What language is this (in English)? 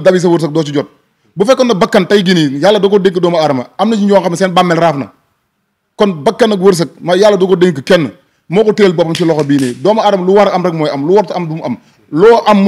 Wolof